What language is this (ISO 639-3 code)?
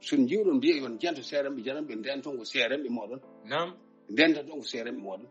ful